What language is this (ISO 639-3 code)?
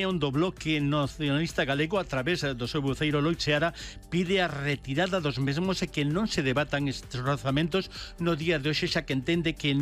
glg